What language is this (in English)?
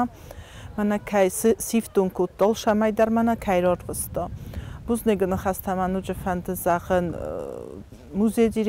Ossetic